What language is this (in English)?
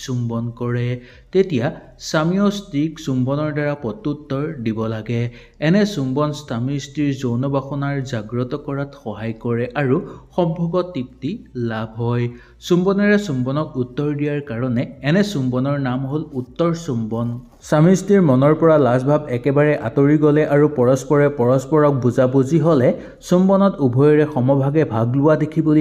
Assamese